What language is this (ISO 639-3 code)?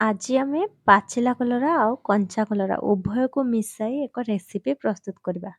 ori